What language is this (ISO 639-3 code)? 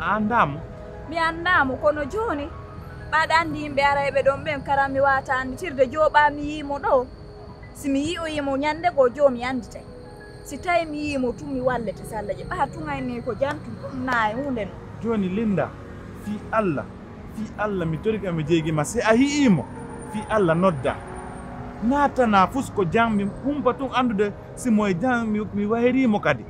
fuf